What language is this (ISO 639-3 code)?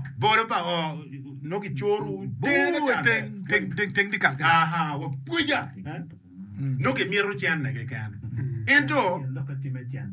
ach